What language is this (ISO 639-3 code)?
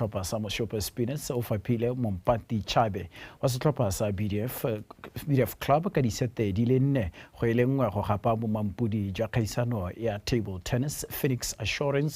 tsn